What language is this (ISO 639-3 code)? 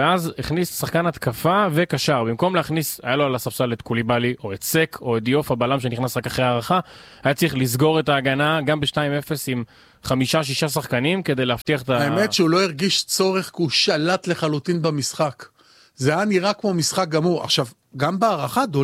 heb